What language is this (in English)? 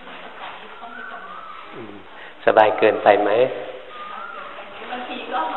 Thai